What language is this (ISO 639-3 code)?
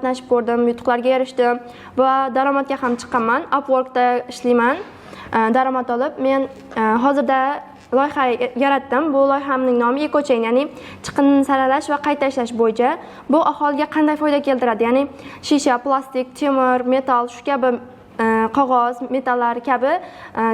uzb